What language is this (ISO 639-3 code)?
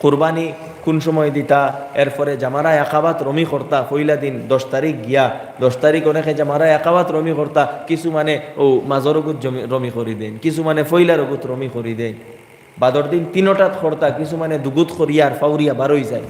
syl